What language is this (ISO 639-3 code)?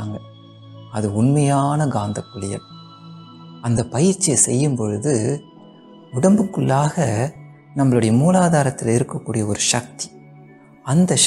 tam